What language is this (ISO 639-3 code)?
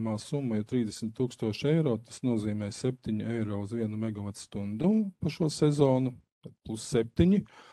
lav